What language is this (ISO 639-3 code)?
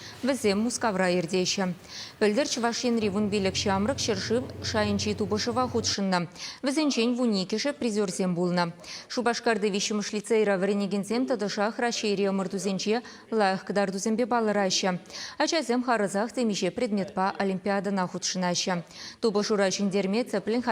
chv